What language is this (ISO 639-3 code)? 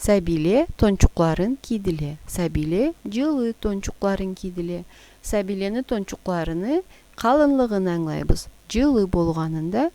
krc